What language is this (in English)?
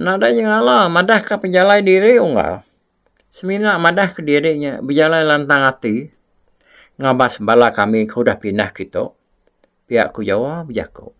Iban